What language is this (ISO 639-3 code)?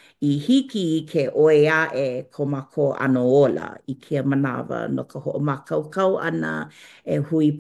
haw